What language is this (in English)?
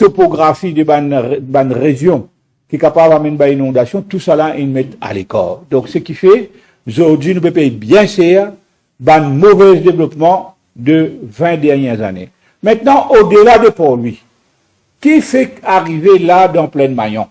Morisyen